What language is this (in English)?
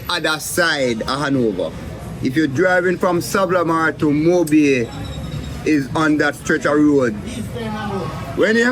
Jamaican Creole English